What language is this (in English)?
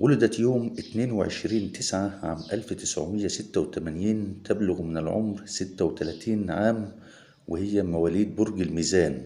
Egyptian Arabic